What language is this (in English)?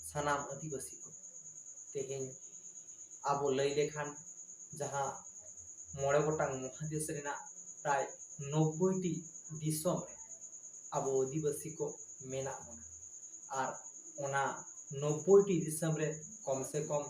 Santali